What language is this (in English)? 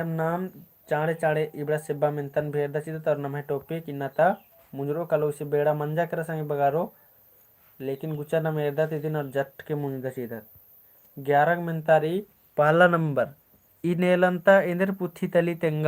Kurukh